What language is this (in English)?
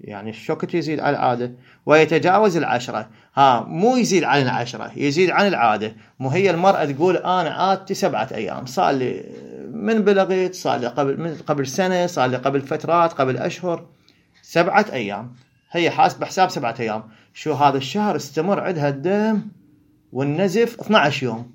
Mesopotamian Arabic